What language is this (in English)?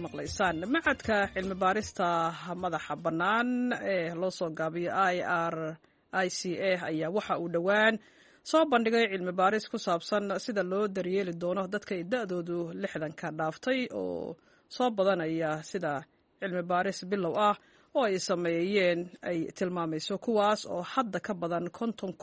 Somali